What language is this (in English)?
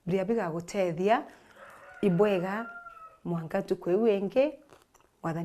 Meru